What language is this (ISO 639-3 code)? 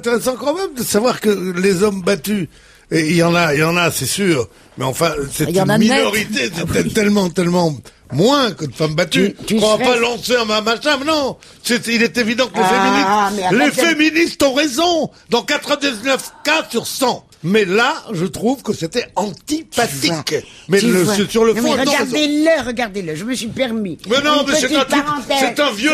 fra